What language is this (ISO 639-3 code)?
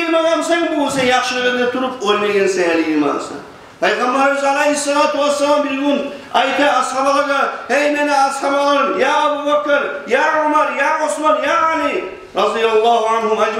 kum